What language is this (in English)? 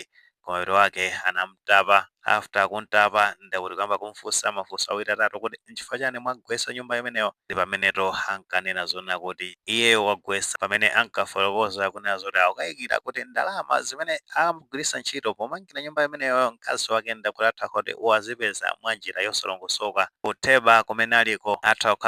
Nyanja